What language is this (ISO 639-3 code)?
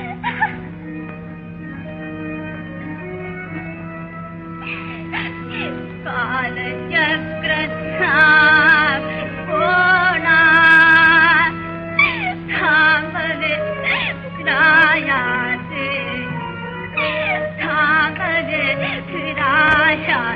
mar